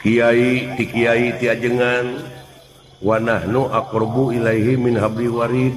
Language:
Sundanese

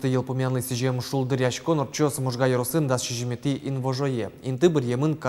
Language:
Udmurt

